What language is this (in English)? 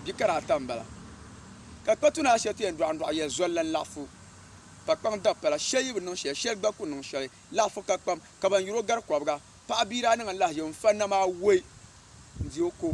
Dagbani